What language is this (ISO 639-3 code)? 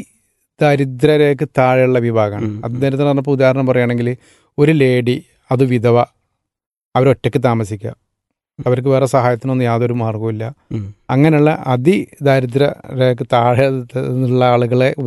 mal